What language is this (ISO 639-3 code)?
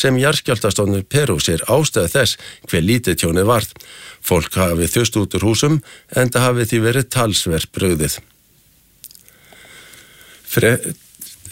isl